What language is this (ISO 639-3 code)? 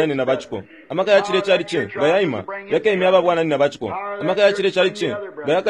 bem